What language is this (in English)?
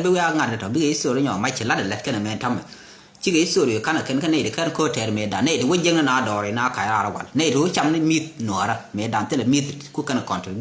Nuer